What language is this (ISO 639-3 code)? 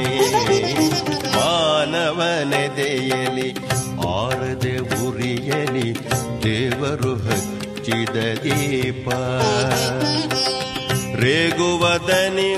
kan